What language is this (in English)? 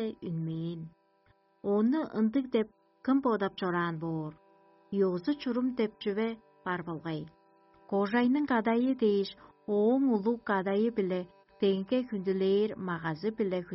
Tuvinian